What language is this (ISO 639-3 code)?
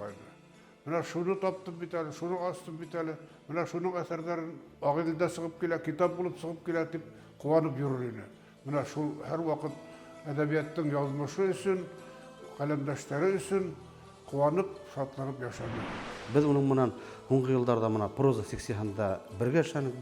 bak